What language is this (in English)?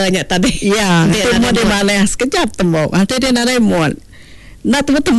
Iban